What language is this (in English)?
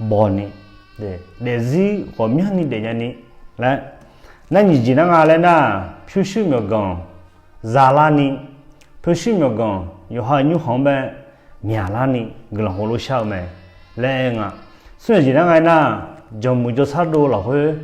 Akha